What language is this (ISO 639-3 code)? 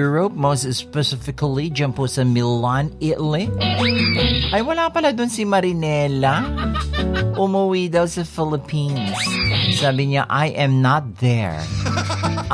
fil